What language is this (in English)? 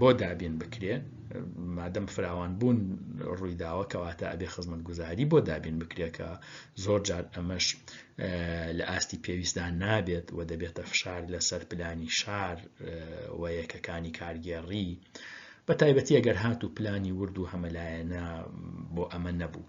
Central Kurdish